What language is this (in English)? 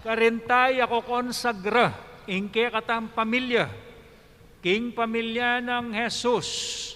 Pampanga